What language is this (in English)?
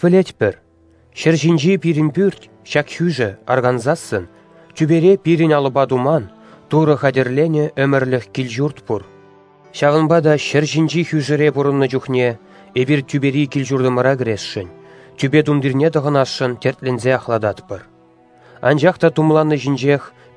Chuvash